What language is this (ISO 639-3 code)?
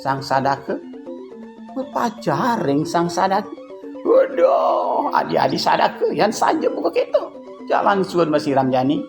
ban